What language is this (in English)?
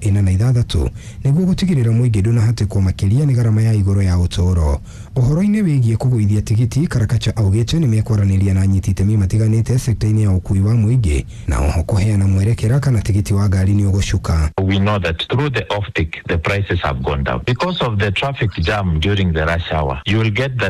Kikuyu